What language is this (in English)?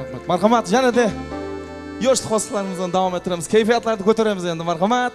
Kara-Kalpak